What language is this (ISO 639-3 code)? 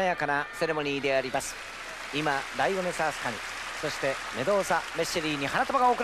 jpn